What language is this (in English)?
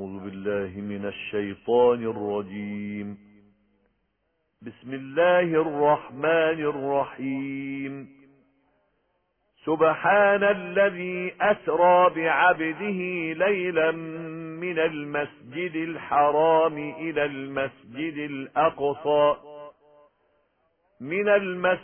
Arabic